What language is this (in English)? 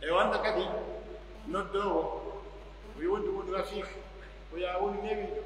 Pular